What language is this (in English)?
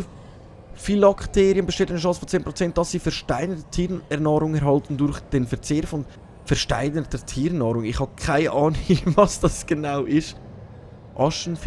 Swiss German